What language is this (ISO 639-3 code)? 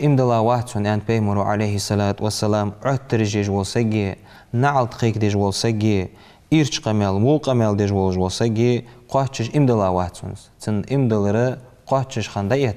inh